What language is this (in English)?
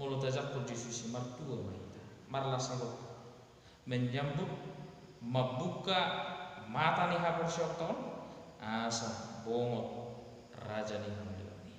Batak Toba